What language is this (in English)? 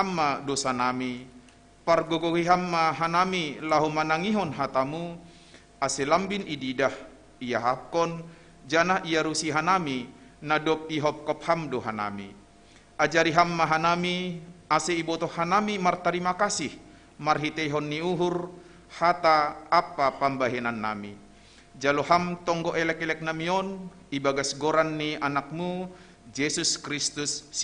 Batak Simalungun